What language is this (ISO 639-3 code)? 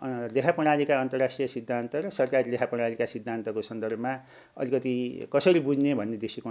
nep